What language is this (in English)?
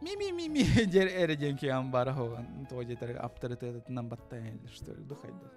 Yakut